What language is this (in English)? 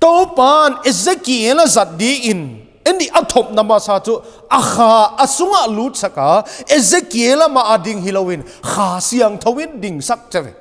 Paite Chin